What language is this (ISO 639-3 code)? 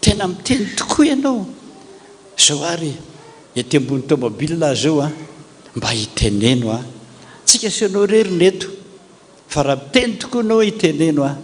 mlg